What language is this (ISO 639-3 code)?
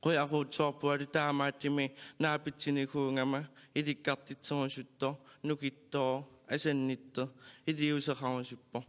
kal